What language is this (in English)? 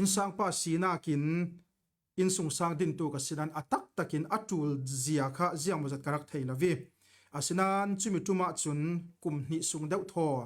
Falam Chin